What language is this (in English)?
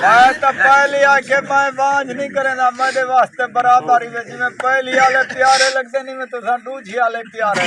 Saraiki